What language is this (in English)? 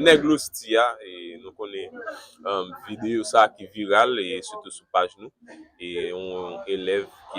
Haitian Creole